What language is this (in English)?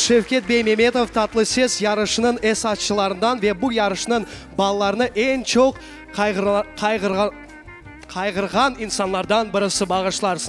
Crimean Tatar